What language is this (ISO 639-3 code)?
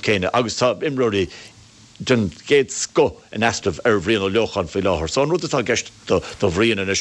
gle